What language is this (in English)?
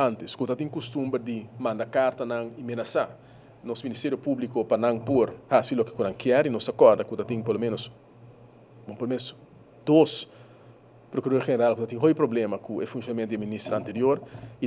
Papiamento